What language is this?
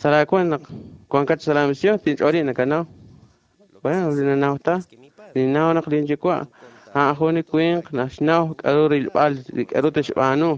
Kekchí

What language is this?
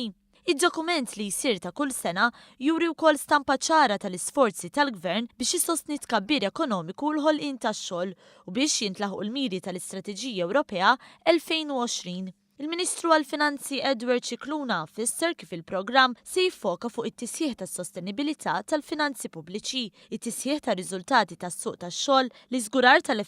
Maltese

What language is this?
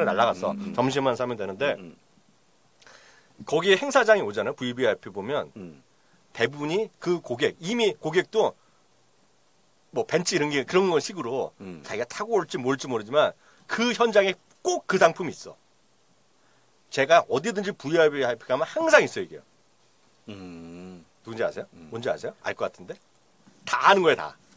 Korean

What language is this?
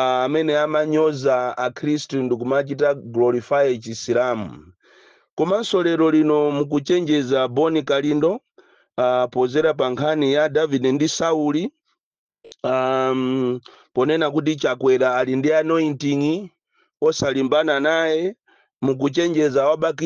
Nyanja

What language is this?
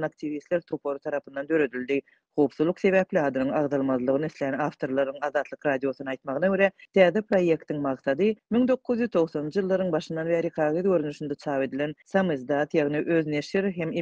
Turkmen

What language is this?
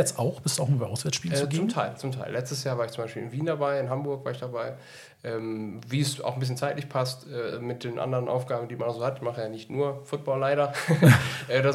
German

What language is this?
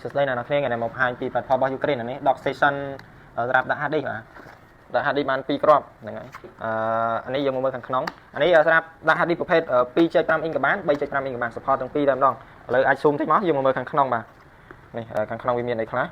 Khmer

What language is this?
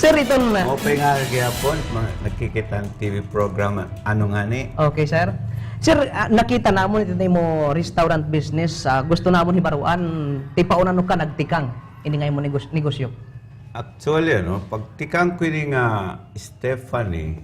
Waray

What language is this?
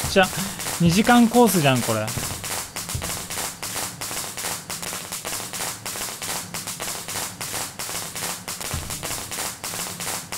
Japanese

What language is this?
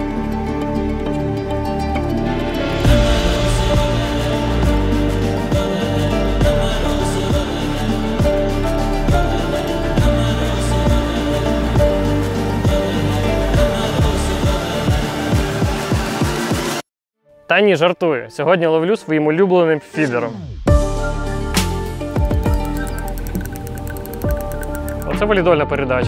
Ukrainian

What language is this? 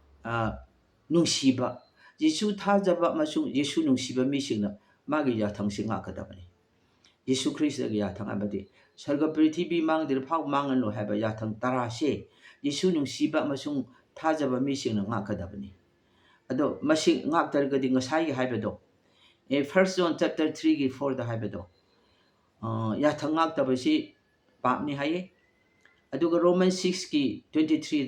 Manipuri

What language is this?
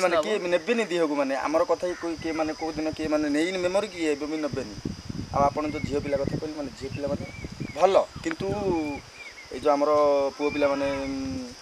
Odia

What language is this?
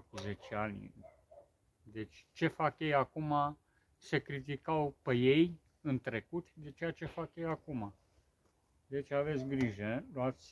Romanian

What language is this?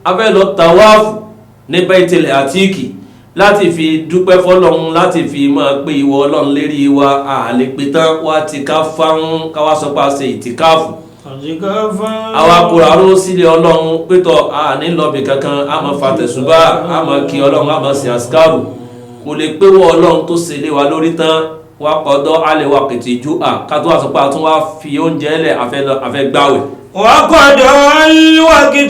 Yoruba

